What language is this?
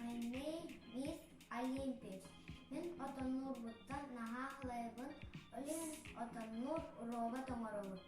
Yakut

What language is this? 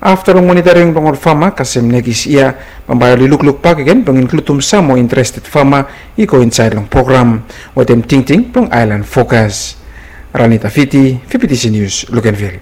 Bislama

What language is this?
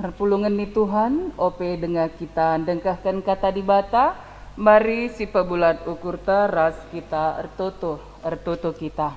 Batak Karo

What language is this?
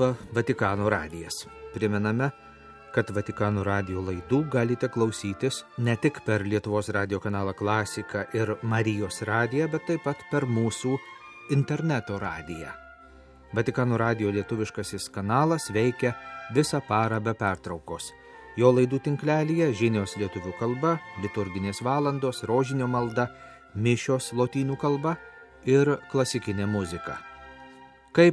Lithuanian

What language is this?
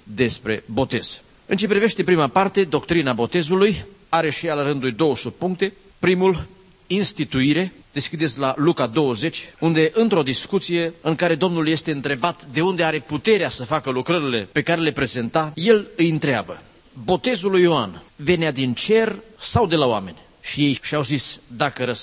Romanian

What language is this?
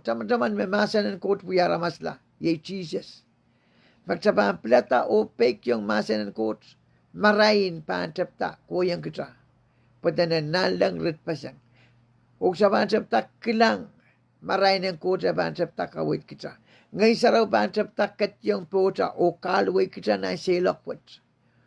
Pohnpeian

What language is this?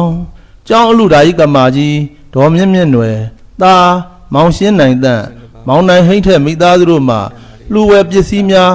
Burmese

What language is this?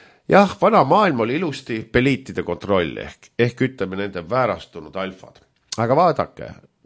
Estonian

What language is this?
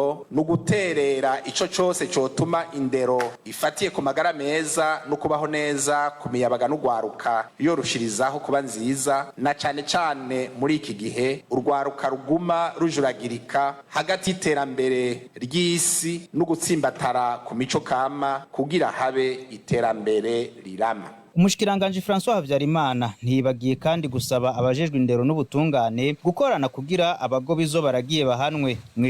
Rundi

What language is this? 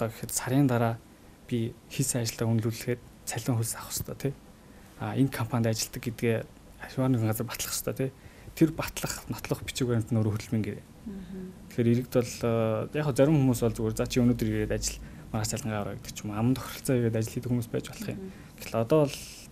Mongolian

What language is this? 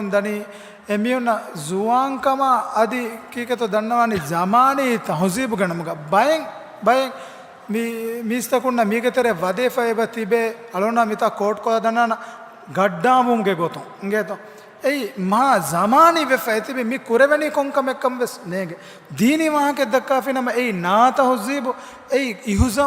Divehi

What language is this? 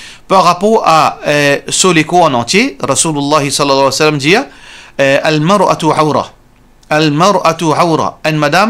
Morisyen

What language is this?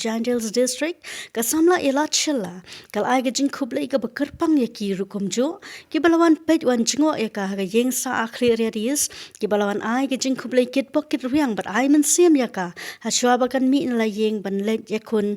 Khasi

